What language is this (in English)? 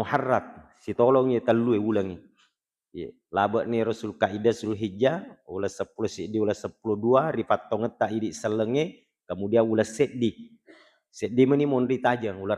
Buginese